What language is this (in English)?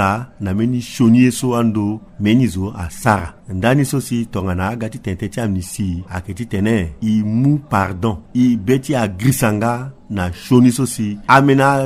Sango